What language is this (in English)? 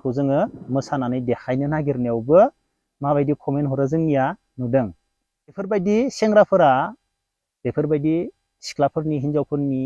Bodo